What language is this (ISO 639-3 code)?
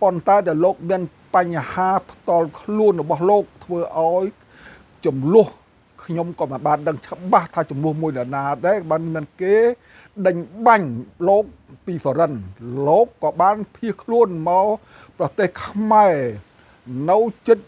khm